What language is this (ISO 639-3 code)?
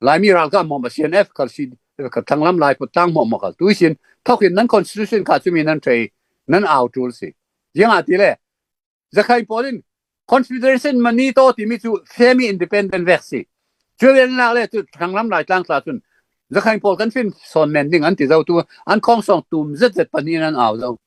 cfm